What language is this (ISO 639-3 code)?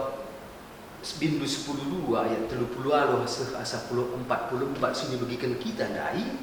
btx